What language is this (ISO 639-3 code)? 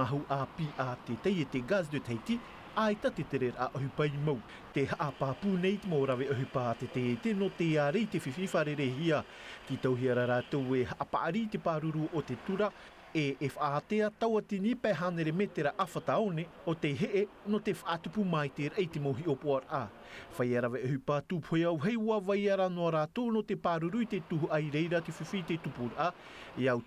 tah